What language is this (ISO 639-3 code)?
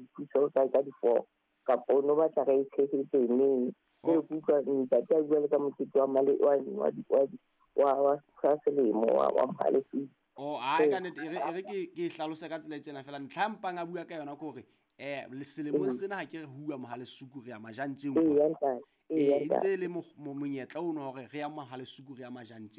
sot